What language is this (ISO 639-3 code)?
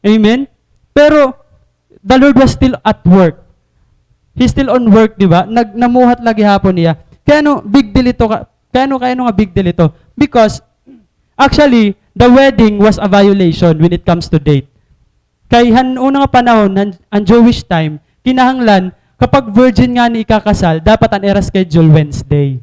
war